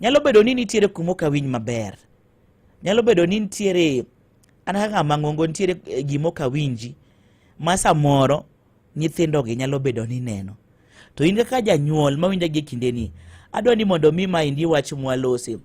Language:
Luo (Kenya and Tanzania)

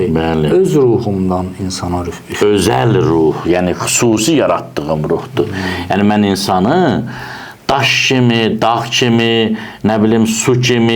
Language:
Azerbaijani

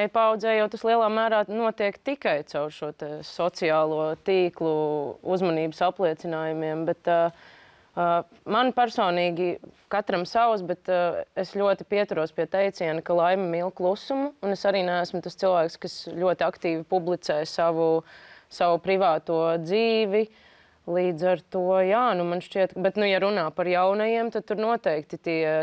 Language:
Latvian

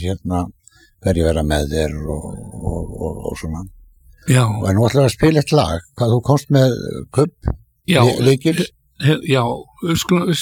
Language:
Icelandic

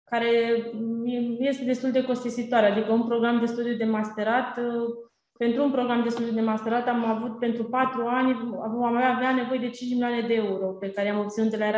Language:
Romanian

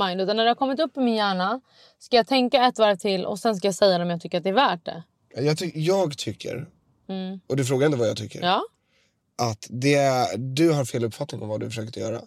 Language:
Swedish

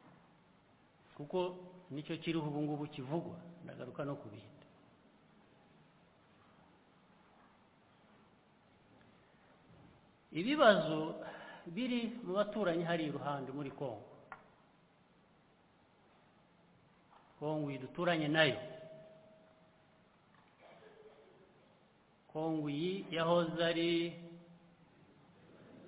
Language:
Kinyarwanda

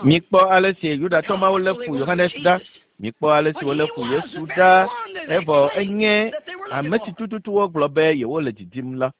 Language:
Ewe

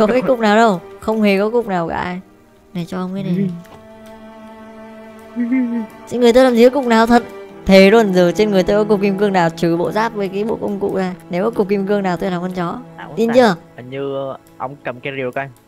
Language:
Vietnamese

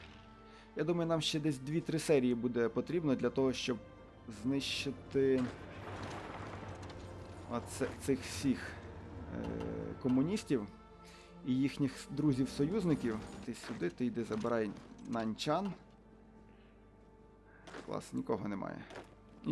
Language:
Ukrainian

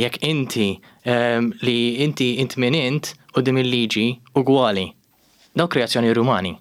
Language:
Maltese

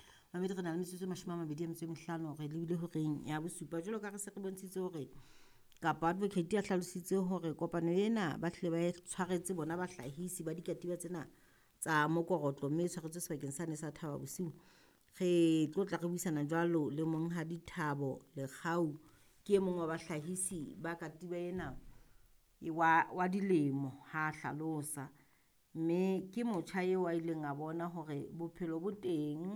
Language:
Southern Sotho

